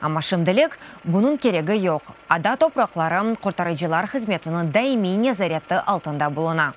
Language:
Crimean Tatar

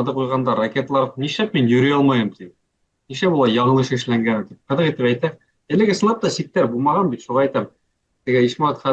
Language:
Bashkir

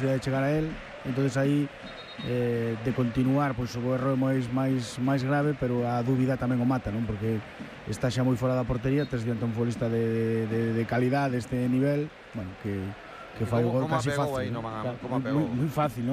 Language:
Galician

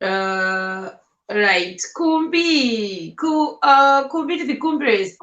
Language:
Shona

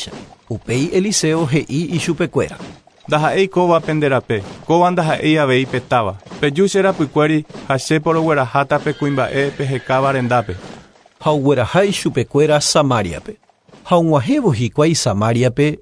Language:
Guarani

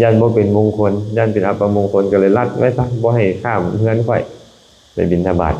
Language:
Lao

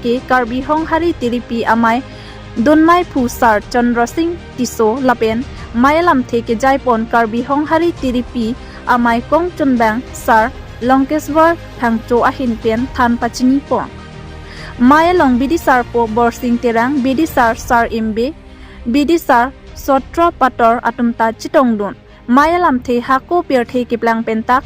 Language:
Karbi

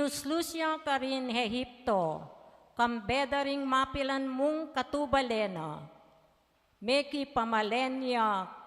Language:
Pampanga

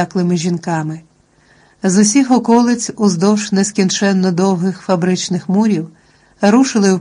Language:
Ukrainian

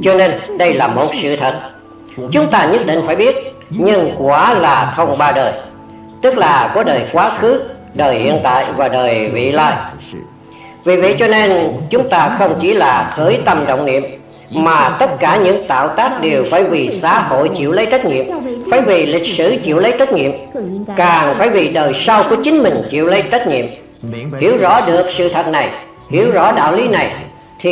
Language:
Vietnamese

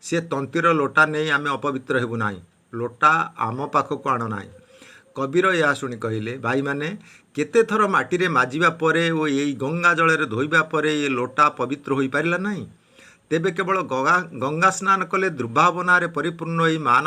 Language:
Odia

